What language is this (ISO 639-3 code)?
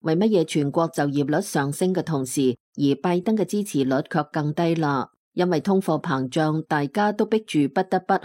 yue